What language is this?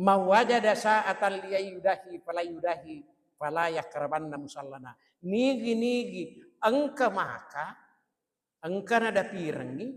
Buginese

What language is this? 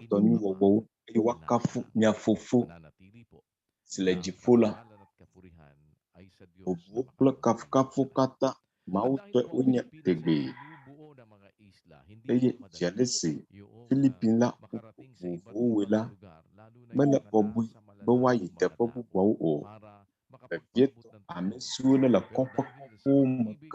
Ewe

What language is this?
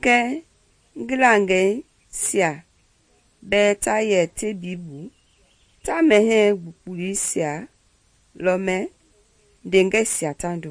Mende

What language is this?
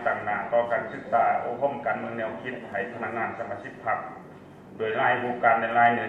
Lao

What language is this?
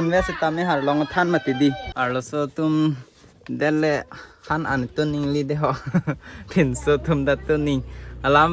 Karbi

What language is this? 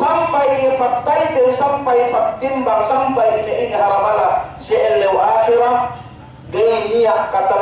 Yakan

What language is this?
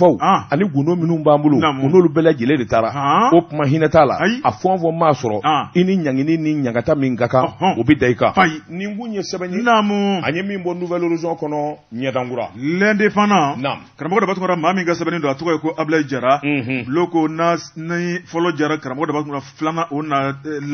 Bambara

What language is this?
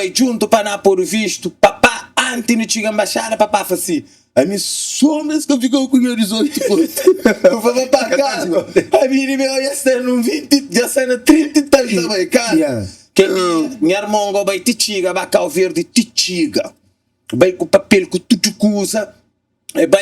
Kabuverdianu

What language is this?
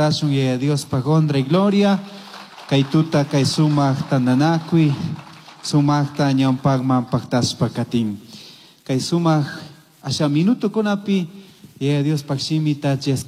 Chimborazo Highland Quichua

